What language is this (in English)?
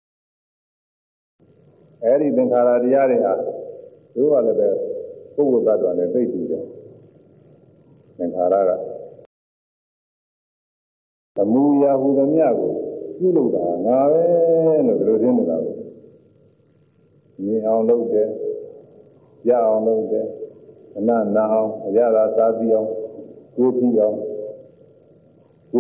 Burmese